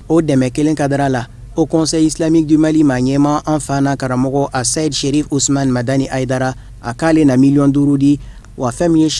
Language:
Bambara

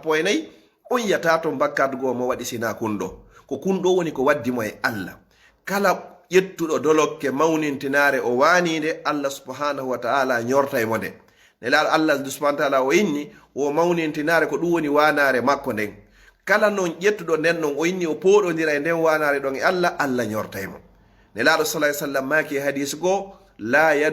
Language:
Fula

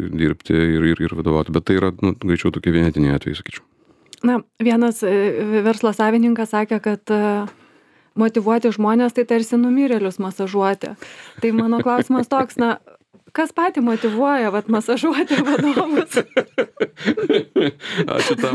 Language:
Lithuanian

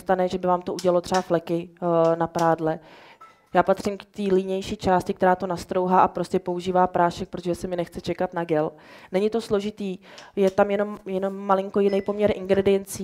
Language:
Czech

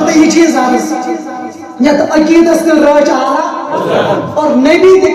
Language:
Kashmiri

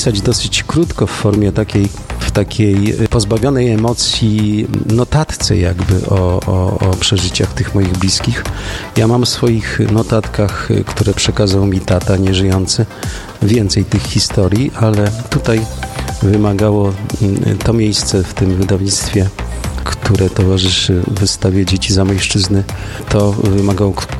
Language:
Polish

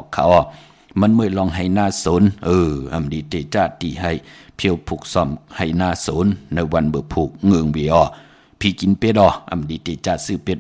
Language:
Shan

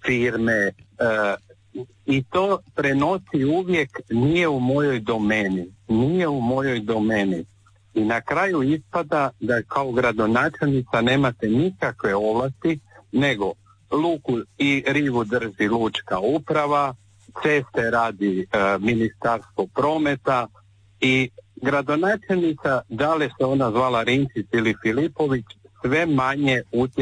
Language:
Croatian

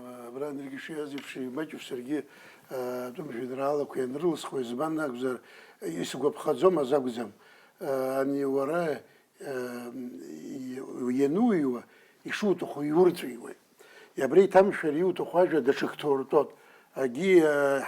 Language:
Abkhazian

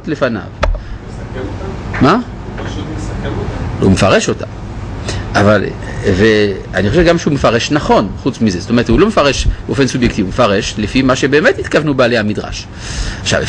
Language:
Hebrew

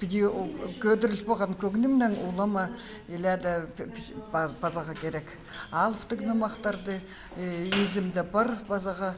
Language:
Khakas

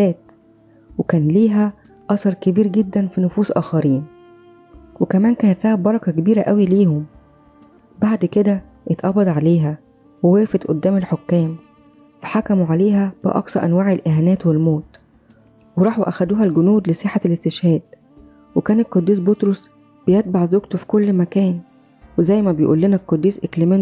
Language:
Egyptian Arabic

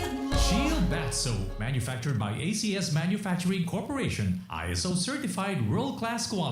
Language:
Bikol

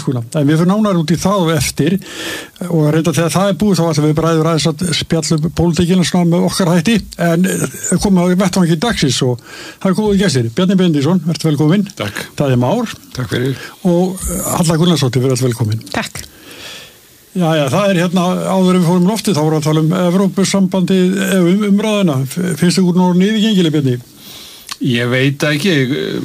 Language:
Icelandic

